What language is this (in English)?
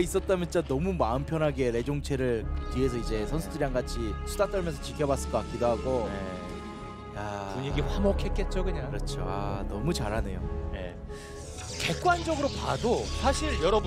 Korean